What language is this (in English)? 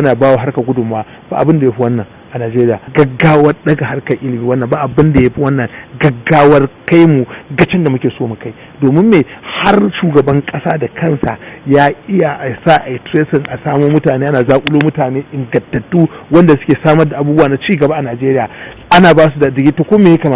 Hausa